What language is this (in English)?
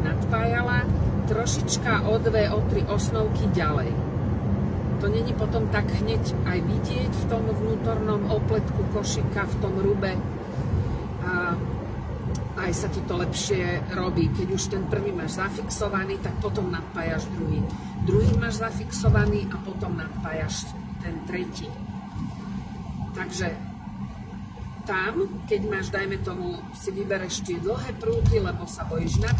Slovak